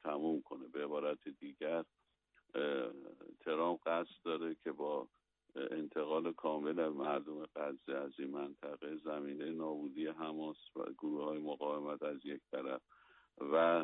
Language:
Persian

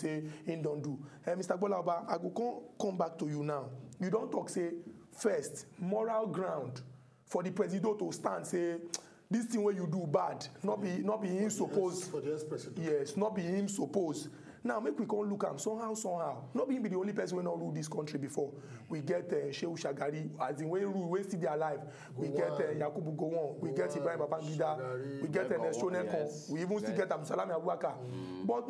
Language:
Nigerian Pidgin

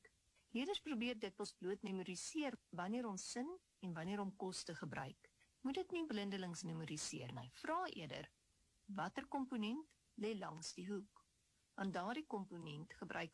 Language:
Afrikaans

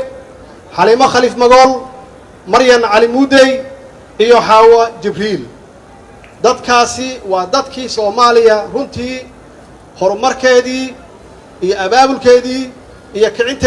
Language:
Somali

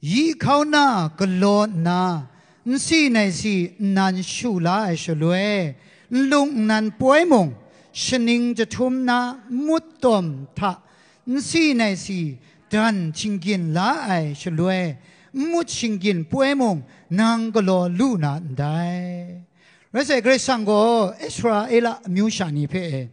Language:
Kachin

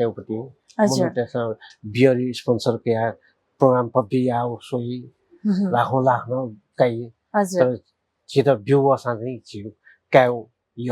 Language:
Newari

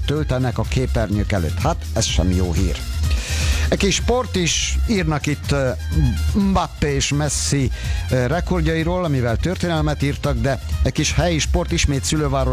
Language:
Hungarian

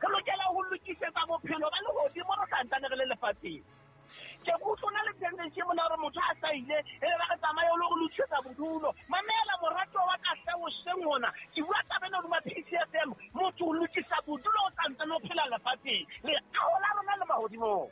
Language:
Southern Sotho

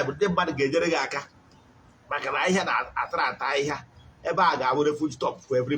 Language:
Igbo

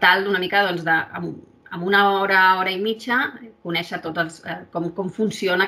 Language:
Catalan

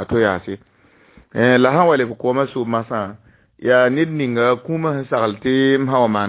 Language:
Mossi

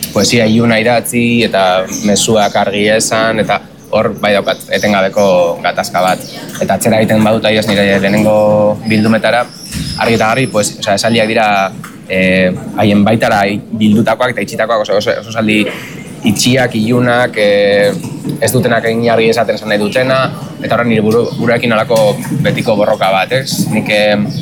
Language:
Basque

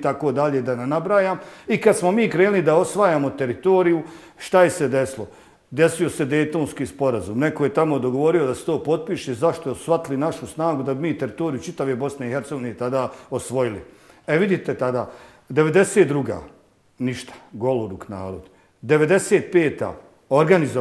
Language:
Bosnian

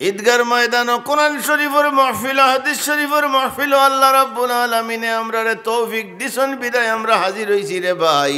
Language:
Sylheti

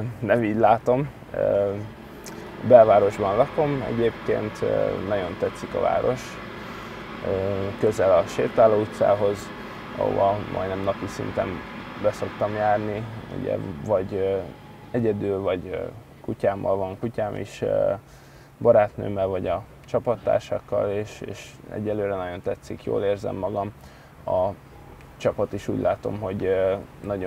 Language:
Hungarian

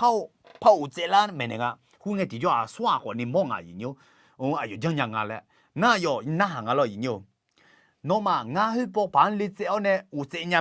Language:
Akha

